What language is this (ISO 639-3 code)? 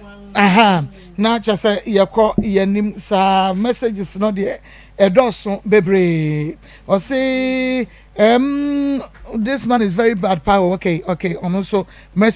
aka